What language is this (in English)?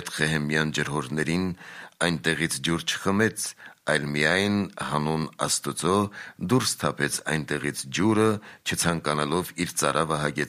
Armenian